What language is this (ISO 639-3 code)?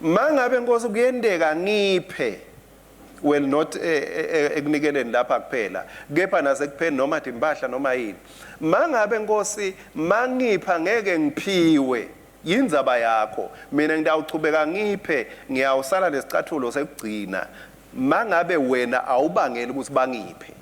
ssw